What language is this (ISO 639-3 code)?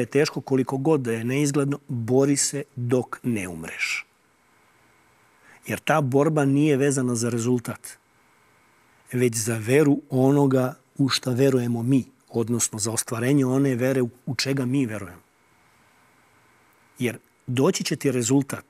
srp